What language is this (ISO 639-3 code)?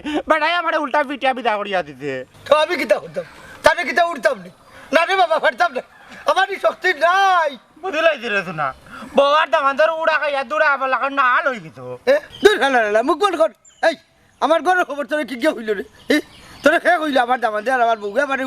syl